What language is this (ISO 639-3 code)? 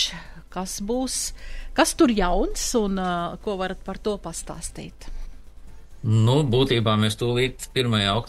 lav